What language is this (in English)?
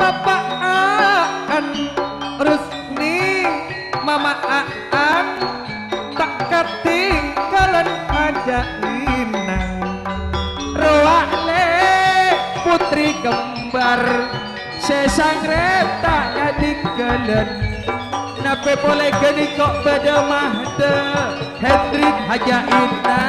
Madurese